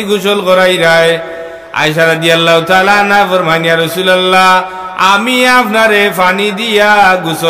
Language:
Sylheti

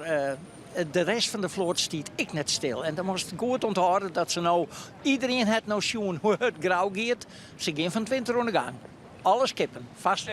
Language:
Western Frisian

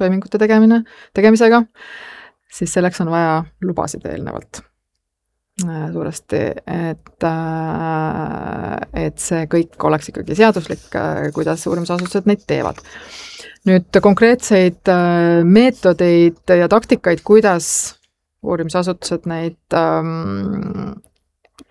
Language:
Estonian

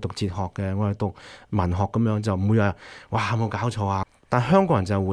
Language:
Cantonese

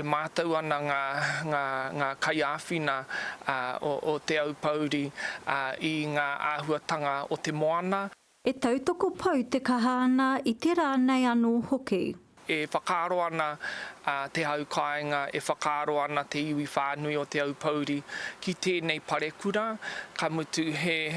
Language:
Māori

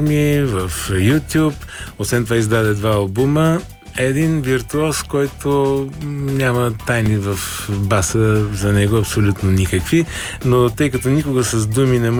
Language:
Bulgarian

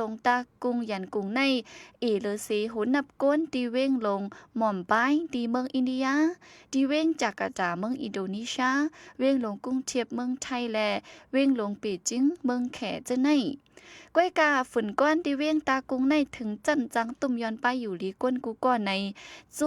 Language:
Shan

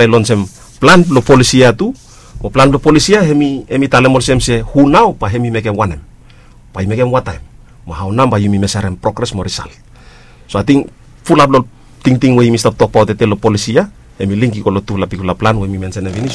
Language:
Bislama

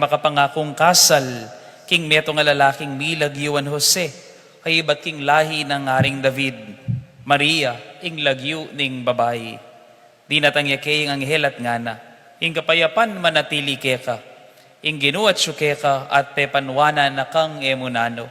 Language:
Pampanga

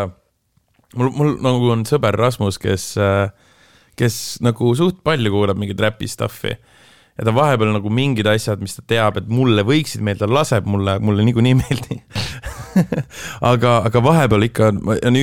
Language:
Estonian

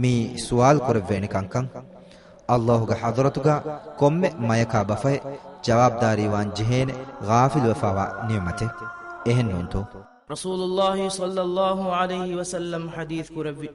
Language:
Divehi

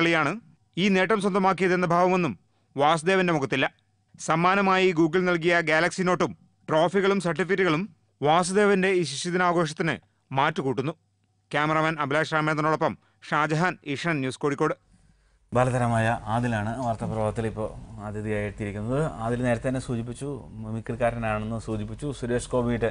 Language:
Malayalam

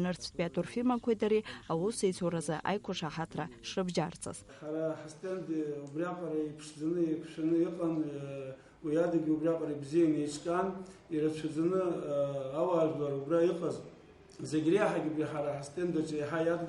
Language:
Abkhazian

